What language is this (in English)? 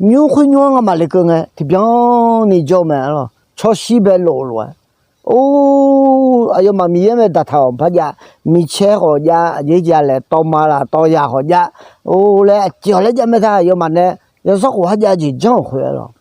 Akha